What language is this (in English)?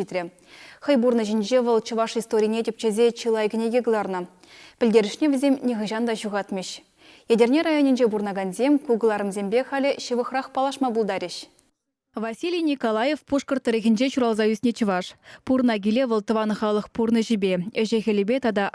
Chuvash